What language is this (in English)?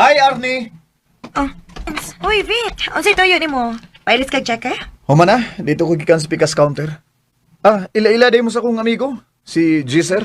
Cebuano